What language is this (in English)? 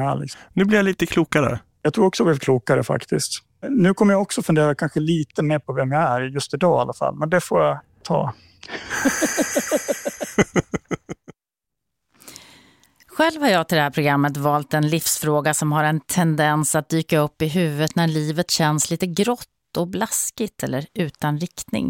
Swedish